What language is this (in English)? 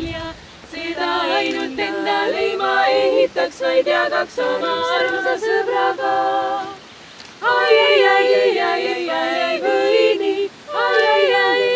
Estonian